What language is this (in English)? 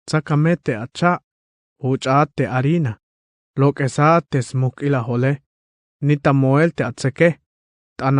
Tzeltal